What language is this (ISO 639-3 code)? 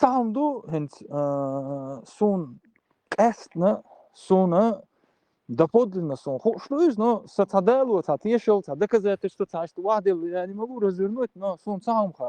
che